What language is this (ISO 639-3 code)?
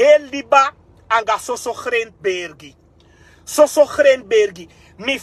srn